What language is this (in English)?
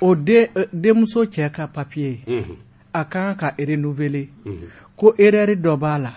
Bambara